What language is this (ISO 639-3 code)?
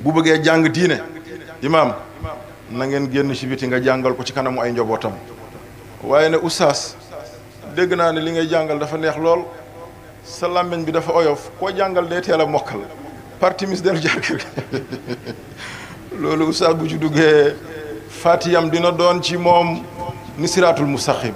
wol